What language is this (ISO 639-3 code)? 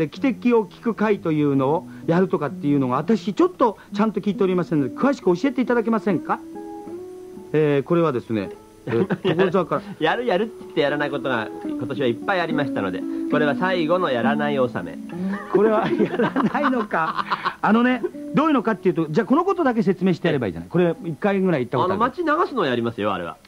jpn